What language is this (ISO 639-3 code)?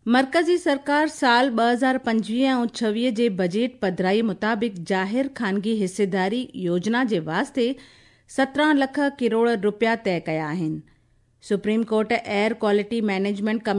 snd